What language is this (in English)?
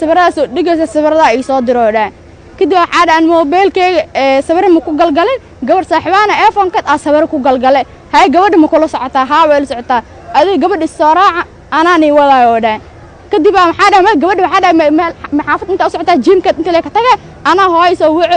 Somali